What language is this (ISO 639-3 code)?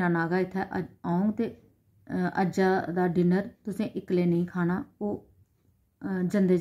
doi